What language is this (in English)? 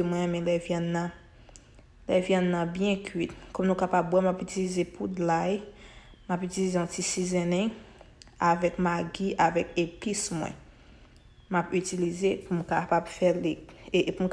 Haitian Creole